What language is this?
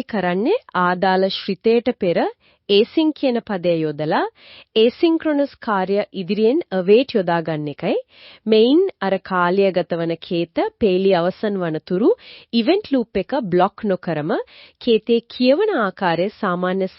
Sinhala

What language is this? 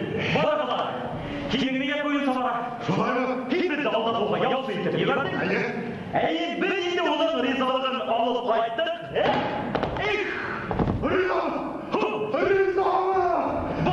Bashkir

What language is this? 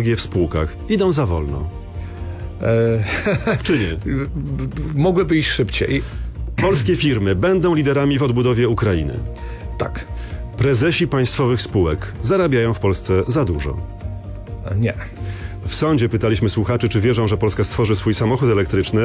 Polish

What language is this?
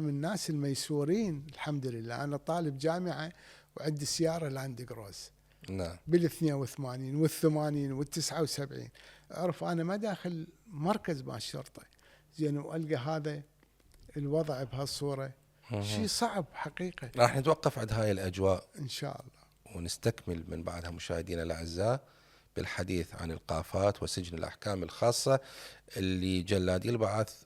Mesopotamian Arabic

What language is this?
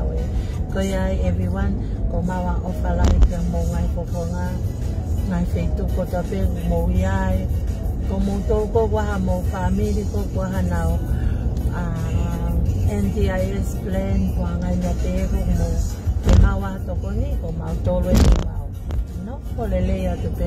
Tongan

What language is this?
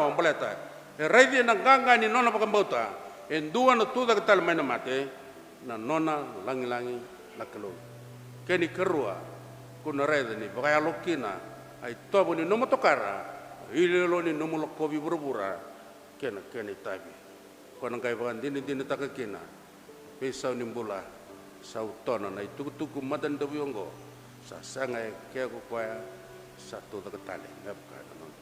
Fijian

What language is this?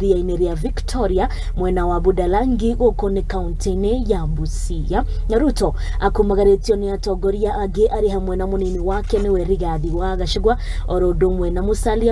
Kikuyu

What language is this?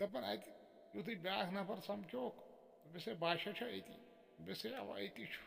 Kashmiri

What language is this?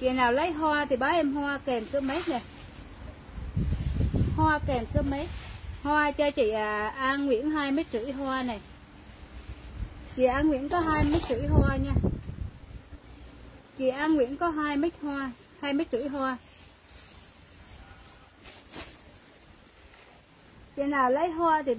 Vietnamese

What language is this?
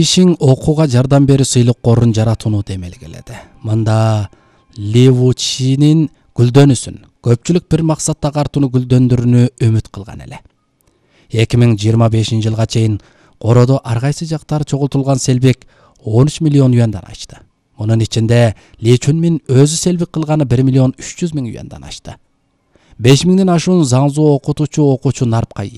Kyrgyz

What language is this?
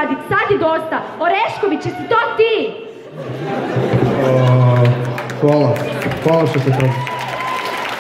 Croatian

